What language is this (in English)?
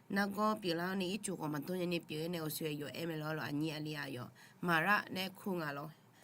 Akha